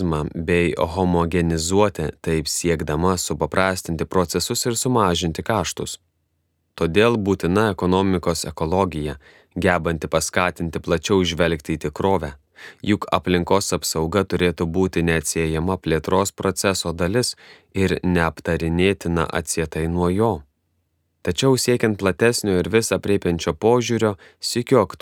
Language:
Lithuanian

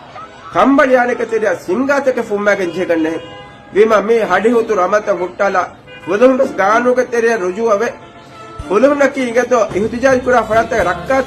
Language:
Divehi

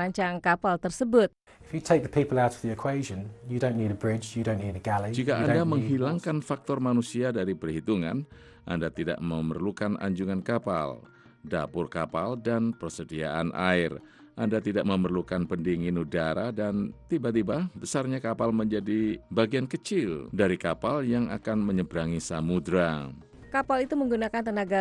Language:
Indonesian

